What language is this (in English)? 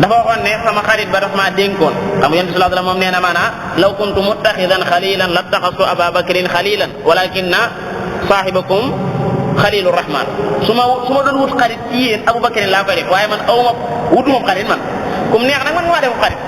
Wolof